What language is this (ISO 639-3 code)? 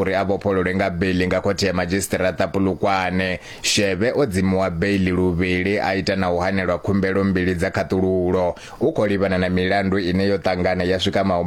ven